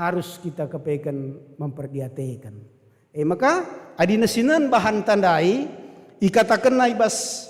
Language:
Batak Karo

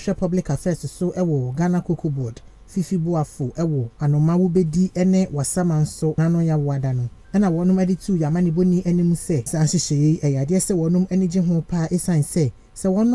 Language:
Akan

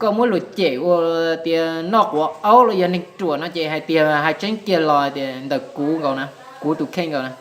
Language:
Hmong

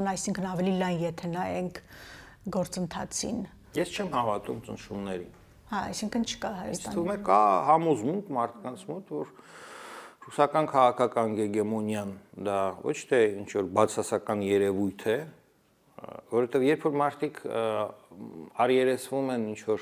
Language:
Armenian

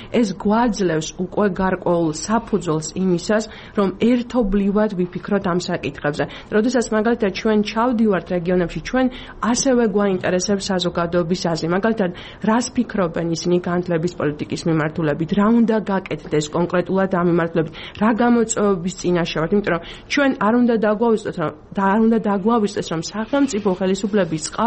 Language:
Georgian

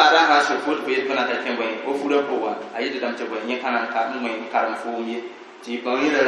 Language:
Mossi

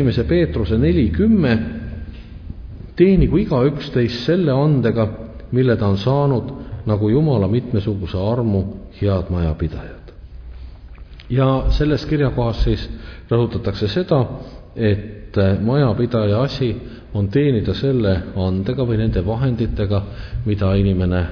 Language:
Estonian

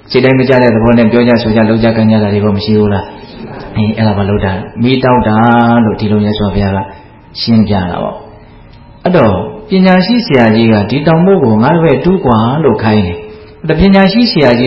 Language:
Burmese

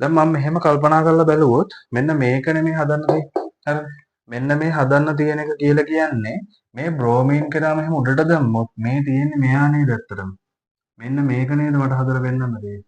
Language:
Sinhala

